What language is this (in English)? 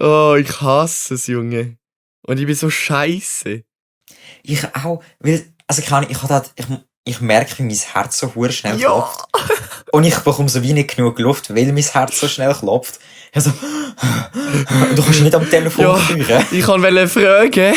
Swiss German